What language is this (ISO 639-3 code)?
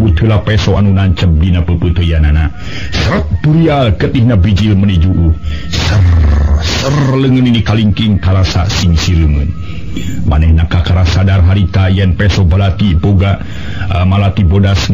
sun